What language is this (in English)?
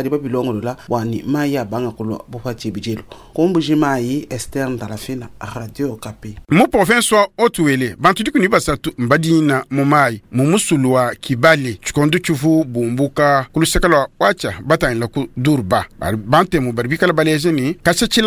Luba-Lulua